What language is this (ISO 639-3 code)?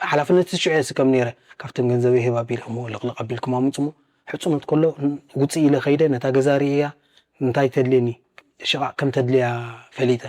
tir